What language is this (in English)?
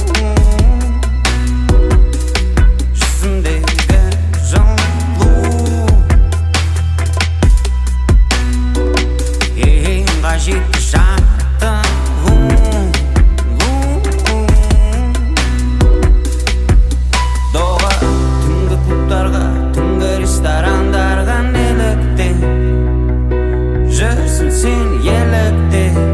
Kazakh